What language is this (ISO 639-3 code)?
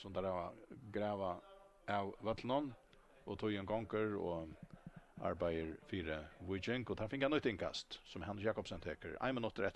fao